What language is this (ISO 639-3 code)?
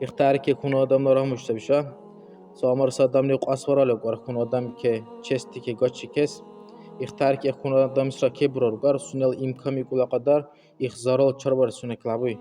dar